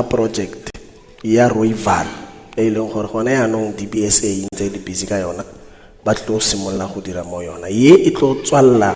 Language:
Tswana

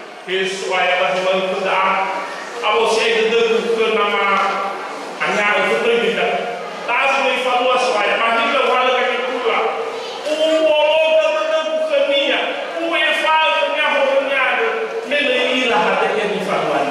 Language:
Nias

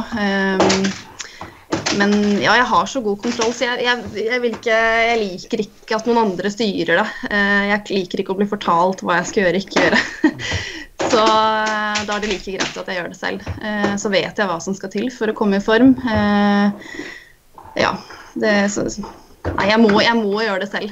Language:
Norwegian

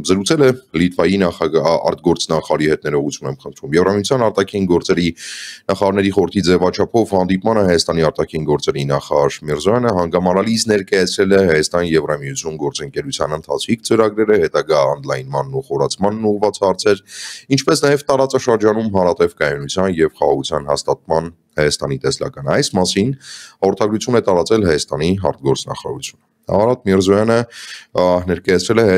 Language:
Armenian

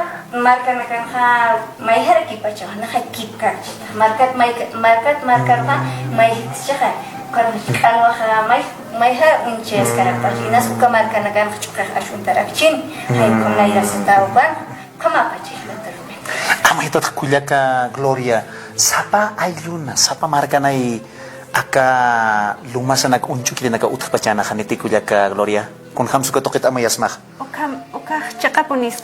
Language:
Aymara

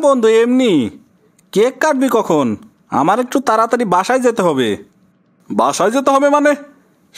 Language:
Bangla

